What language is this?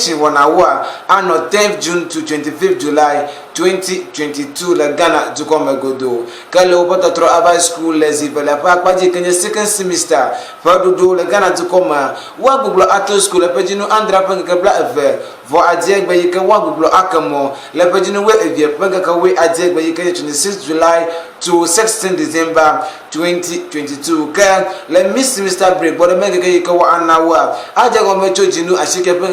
Ewe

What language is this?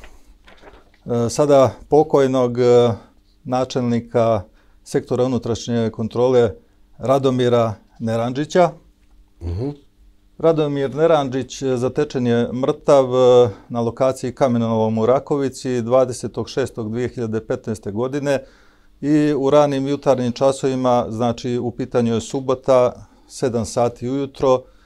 Serbian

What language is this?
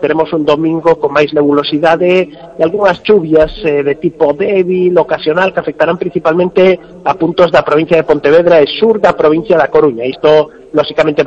Galician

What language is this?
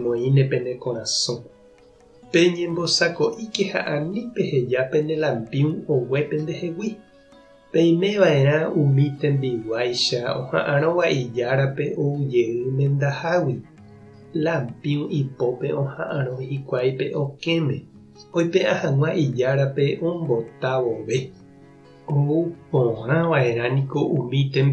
Guarani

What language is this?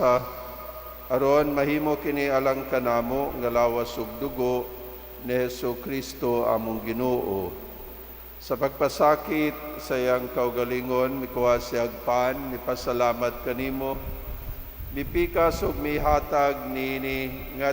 Cebuano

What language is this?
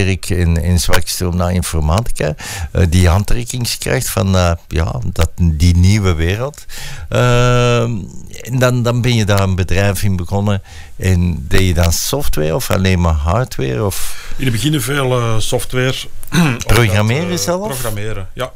Dutch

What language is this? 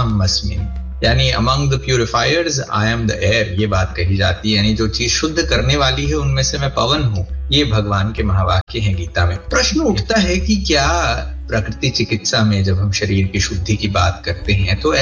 Hindi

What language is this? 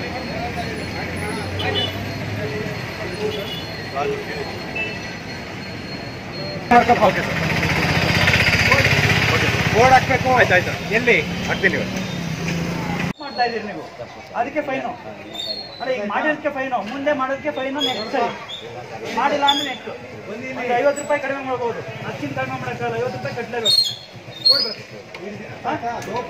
Kannada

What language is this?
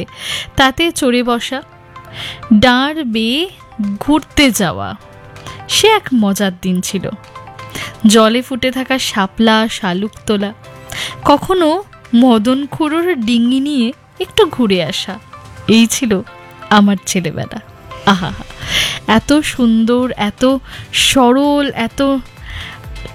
Bangla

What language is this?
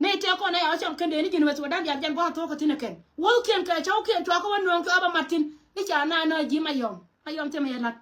Nuer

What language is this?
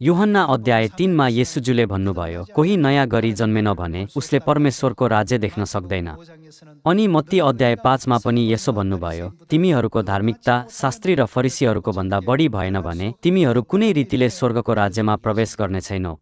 Nepali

